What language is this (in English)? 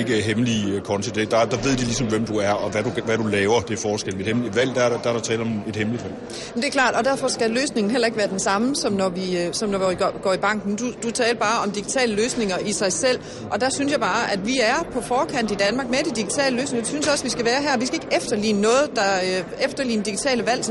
Danish